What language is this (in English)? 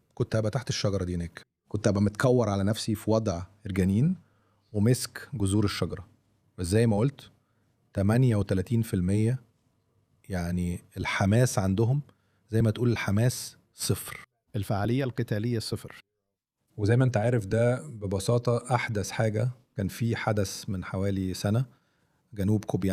Egyptian Arabic